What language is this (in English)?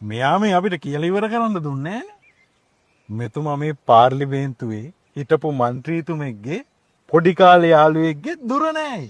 Sinhala